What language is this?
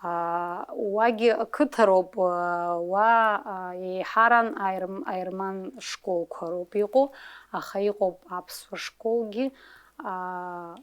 Abkhazian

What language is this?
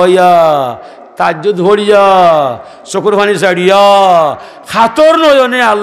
Sylheti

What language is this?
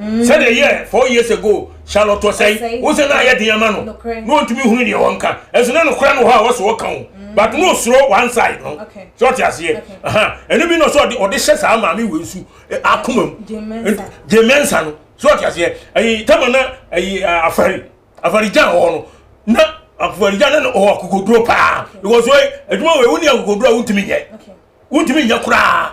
Akan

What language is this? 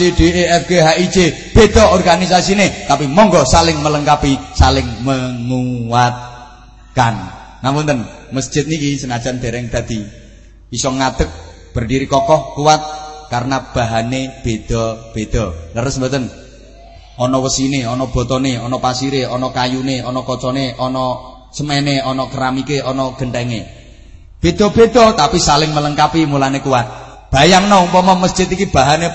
Javanese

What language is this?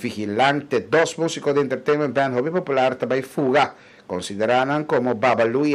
Papiamento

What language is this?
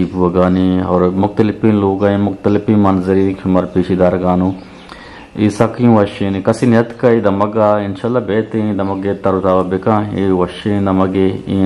Eastern Balochi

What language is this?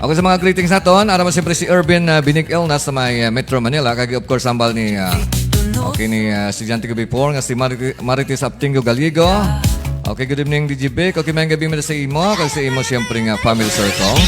Hiligaynon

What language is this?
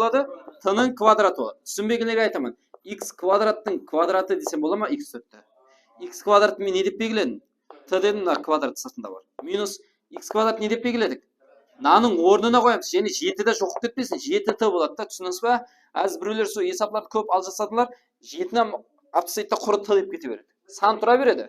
Kara-Kalpak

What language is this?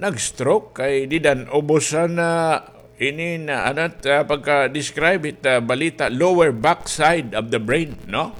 Waray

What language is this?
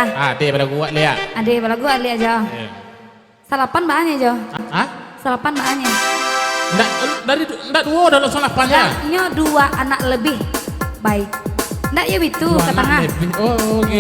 Minangkabau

